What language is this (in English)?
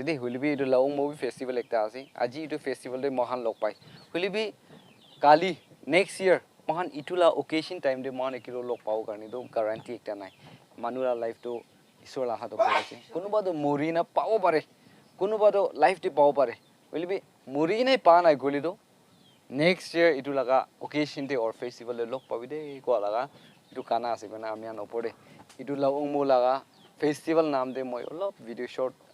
Naga Pidgin